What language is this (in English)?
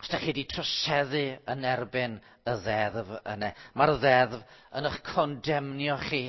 Welsh